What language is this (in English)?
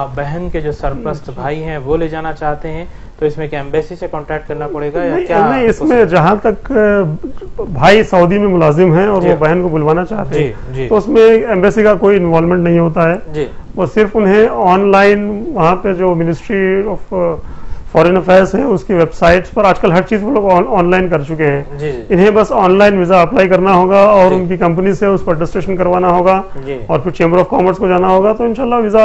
Urdu